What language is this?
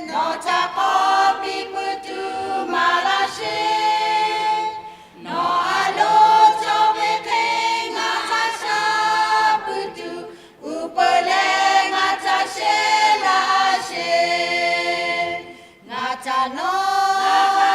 Lahu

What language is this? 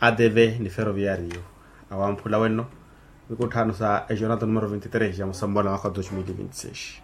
Makhuwa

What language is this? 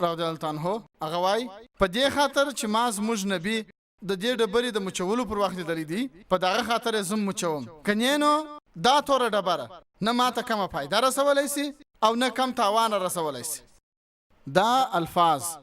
Pashto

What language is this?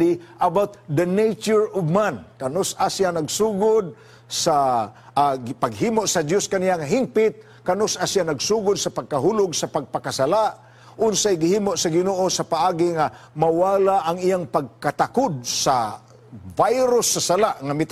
Cebuano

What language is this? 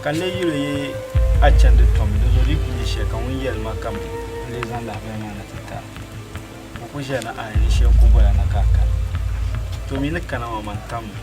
Dagbani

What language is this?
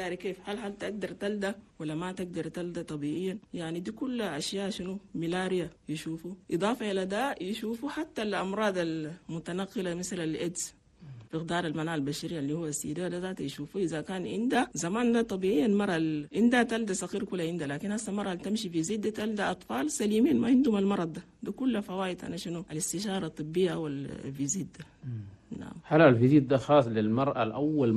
Chadian Arabic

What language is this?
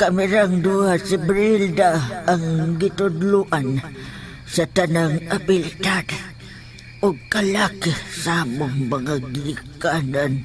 Cebuano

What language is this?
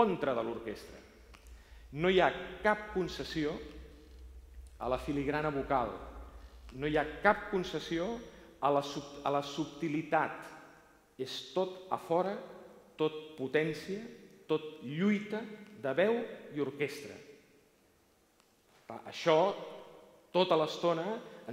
Catalan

